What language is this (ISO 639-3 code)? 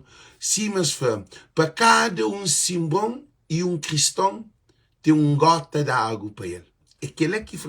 kea